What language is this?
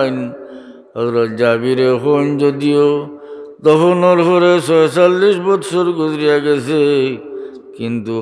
Sylheti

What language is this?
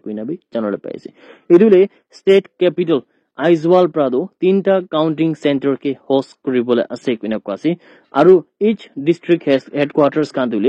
Naga Pidgin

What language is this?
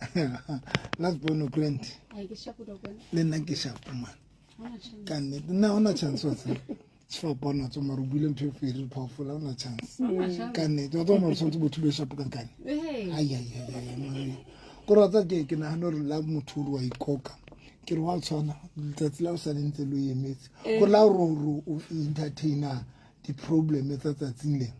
Southern Sotho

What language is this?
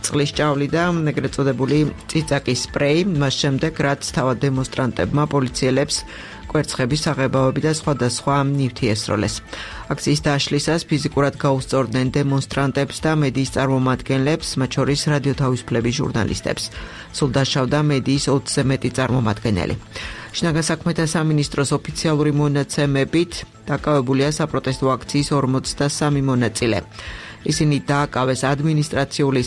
Georgian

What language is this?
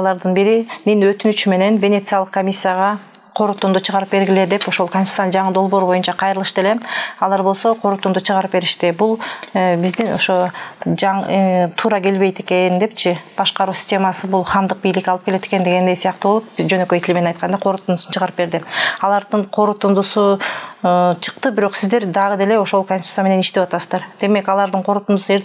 Kyrgyz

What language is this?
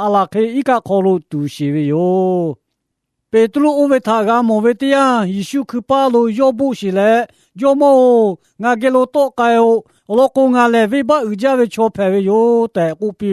Lahu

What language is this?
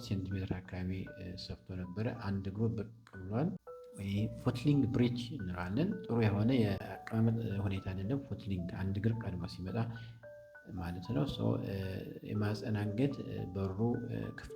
Amharic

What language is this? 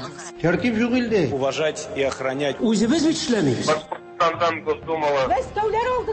Tatar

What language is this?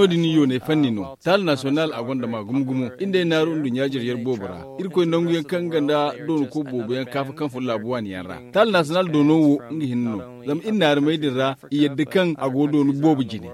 Zarma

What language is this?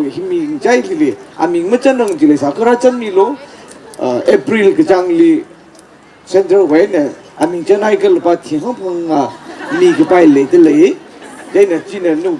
Tangkhul Naga (India)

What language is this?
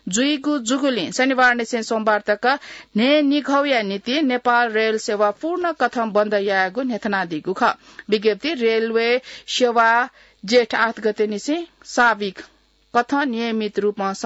Newari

